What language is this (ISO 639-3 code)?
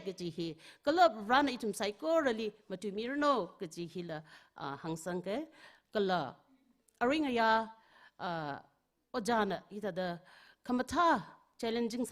nmf